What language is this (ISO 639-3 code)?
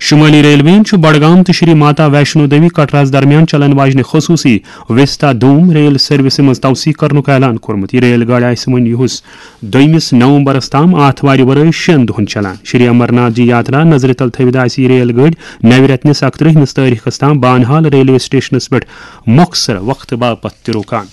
kas